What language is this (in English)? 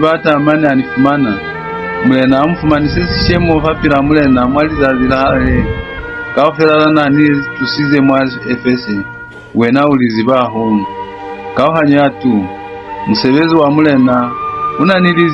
Lozi